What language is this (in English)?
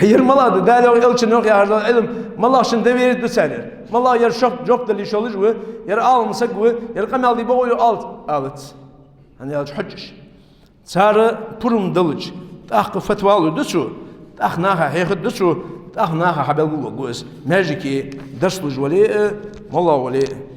Ingush